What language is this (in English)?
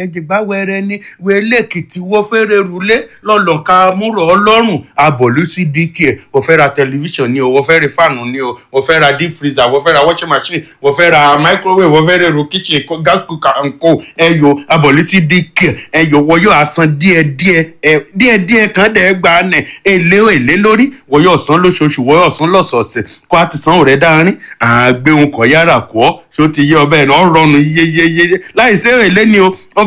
Yoruba